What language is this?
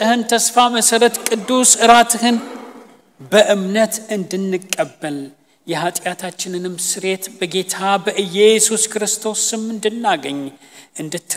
Amharic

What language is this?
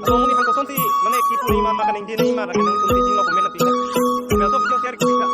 Karbi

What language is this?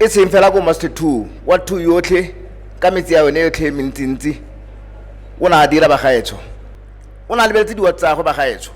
Tswana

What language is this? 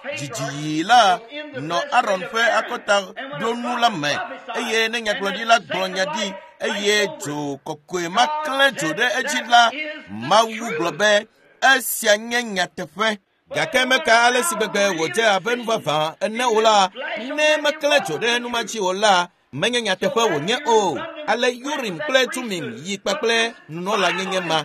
Ewe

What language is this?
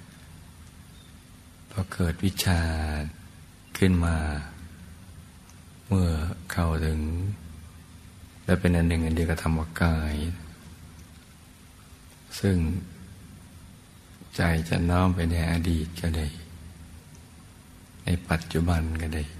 Thai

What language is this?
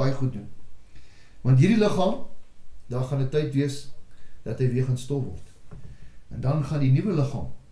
Afrikaans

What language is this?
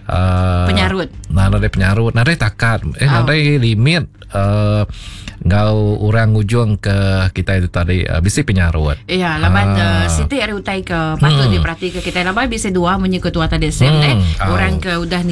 Iban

